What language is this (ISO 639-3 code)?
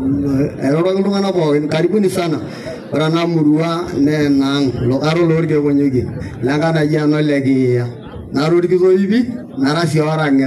mas